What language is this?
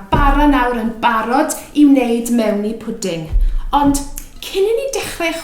Welsh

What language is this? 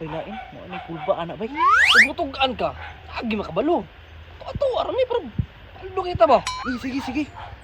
Cebuano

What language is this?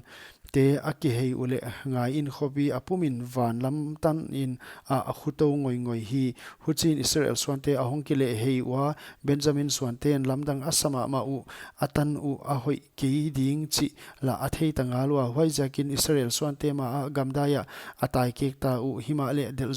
Paite Chin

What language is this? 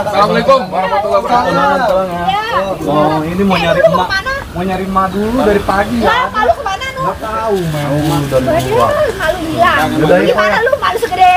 Betawi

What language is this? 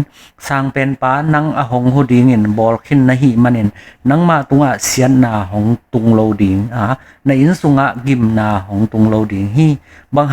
Tedim Chin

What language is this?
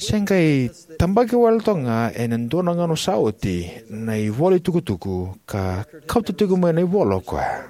Fijian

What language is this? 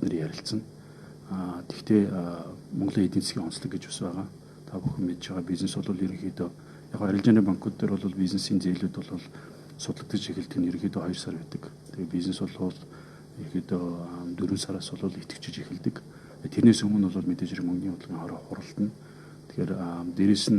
Mongolian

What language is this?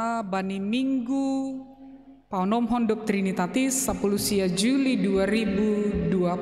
Batak Simalungun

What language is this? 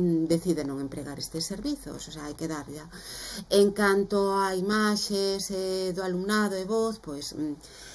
Galician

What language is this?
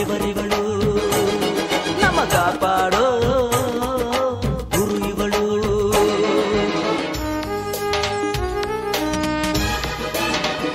Kannada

